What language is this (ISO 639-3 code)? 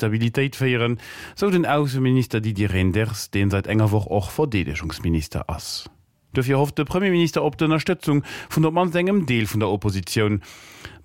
ltz